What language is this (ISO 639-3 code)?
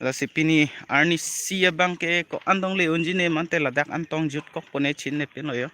mjw